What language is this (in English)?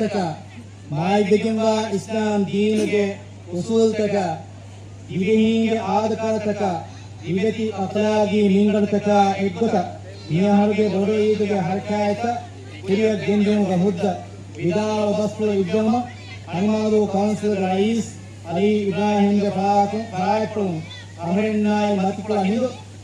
Divehi